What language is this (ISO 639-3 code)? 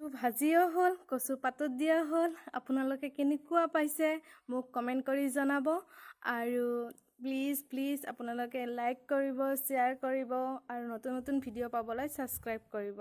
asm